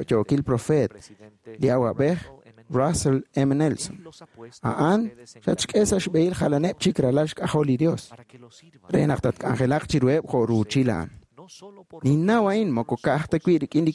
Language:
Kekchí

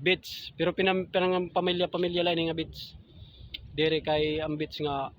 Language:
Waray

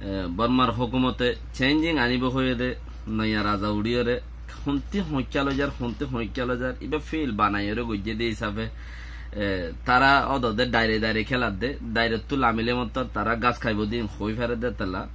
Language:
Rohingya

